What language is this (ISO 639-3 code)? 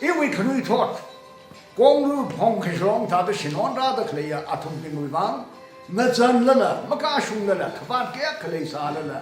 nmf